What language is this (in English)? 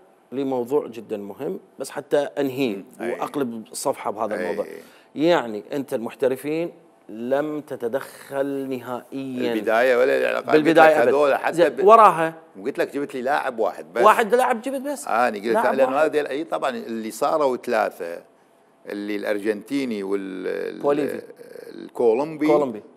Mesopotamian Arabic